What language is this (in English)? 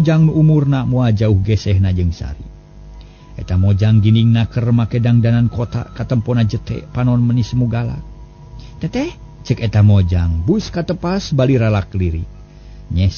Sundanese